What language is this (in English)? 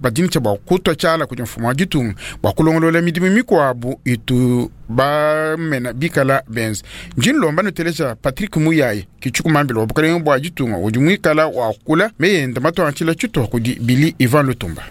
Luba-Lulua